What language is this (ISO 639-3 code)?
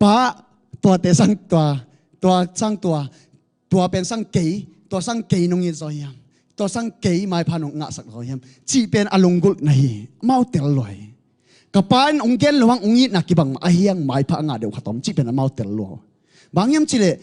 ctd